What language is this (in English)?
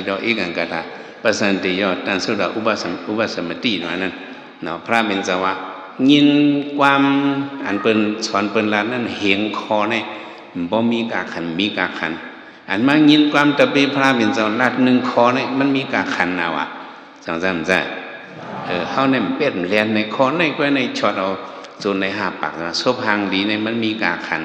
Shan